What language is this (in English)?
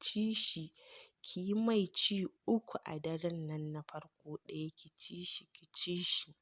Hausa